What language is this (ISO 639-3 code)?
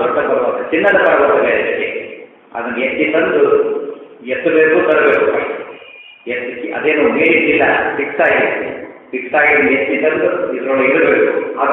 kan